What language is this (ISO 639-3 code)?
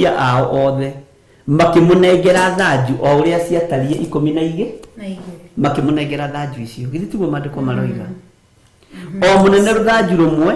kik